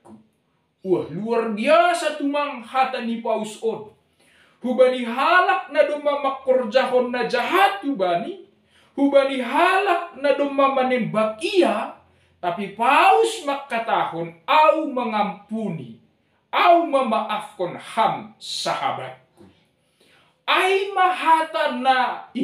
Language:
Batak Simalungun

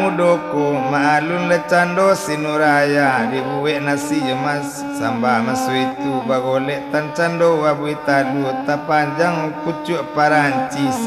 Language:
Minangkabau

